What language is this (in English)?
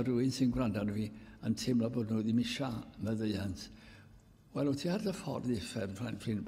Welsh